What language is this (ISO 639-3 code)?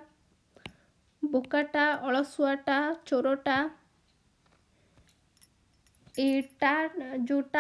ori